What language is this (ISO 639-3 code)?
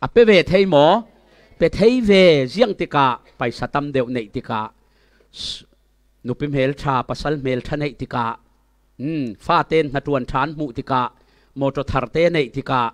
cfm